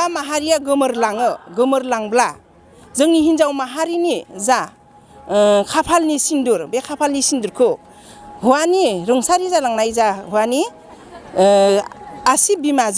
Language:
Bodo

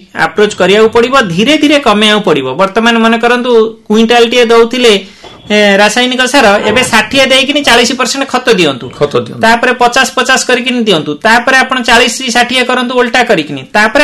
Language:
Odia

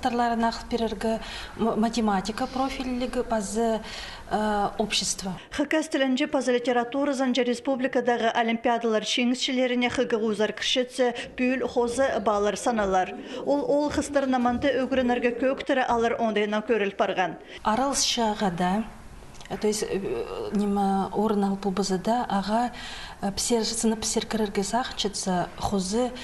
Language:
Khakas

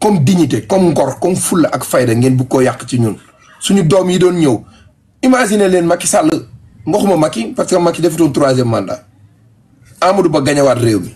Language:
Wolof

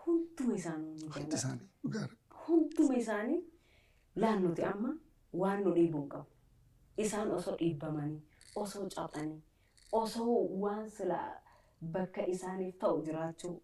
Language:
Oromo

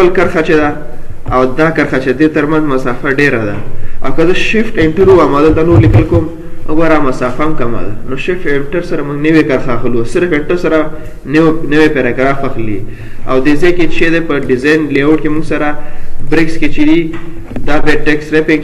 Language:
Pashto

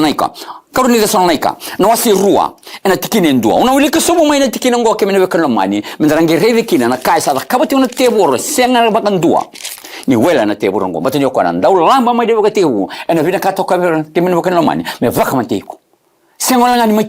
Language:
Fijian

